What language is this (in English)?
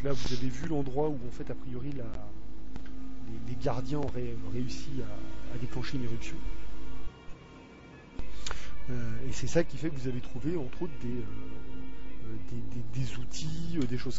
French